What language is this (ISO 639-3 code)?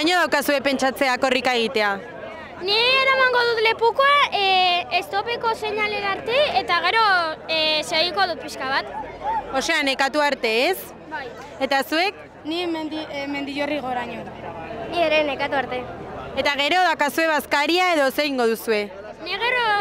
eus